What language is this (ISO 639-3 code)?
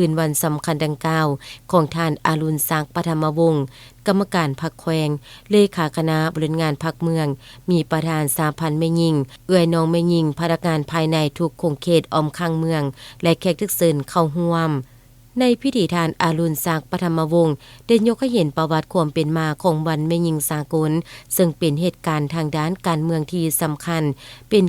lao